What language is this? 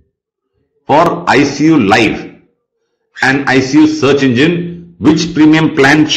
English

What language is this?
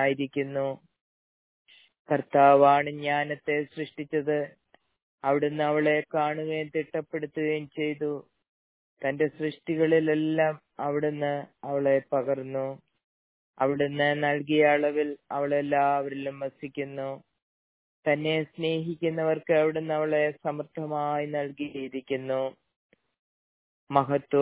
Malayalam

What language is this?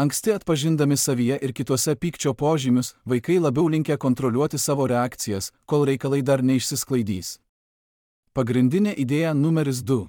Lithuanian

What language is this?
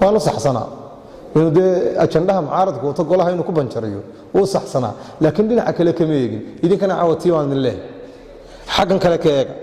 Somali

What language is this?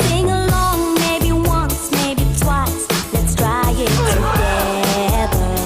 Tangkhul Naga (India)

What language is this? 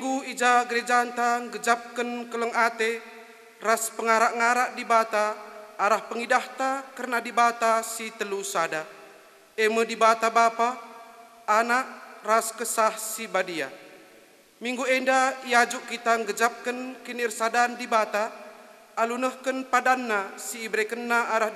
Batak Karo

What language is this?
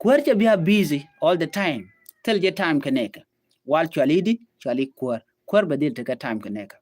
Nuer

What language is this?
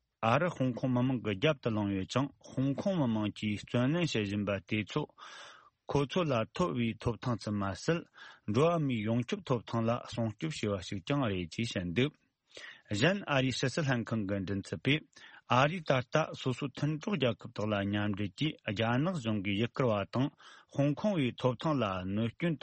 Tibetan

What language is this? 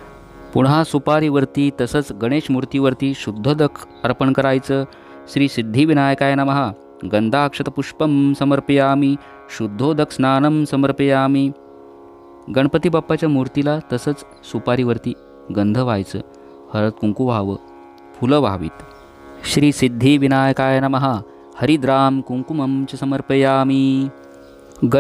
Marathi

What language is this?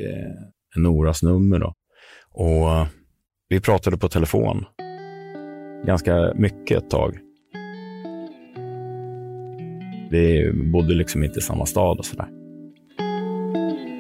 Swedish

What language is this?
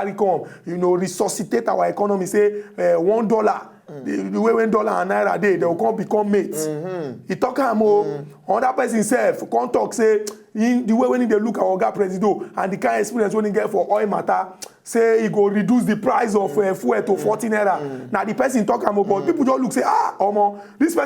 Nigerian Pidgin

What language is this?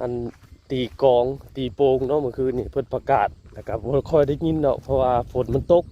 Northeastern Thai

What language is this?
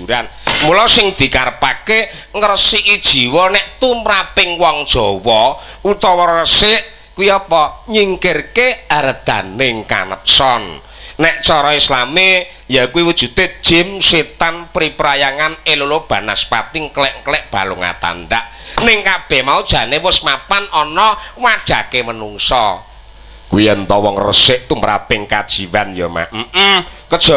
Javanese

